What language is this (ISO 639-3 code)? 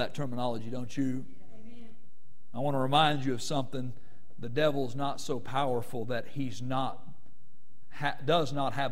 eng